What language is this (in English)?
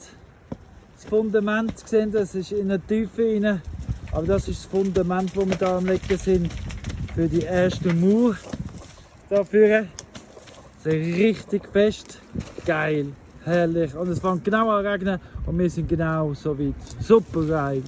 Swiss German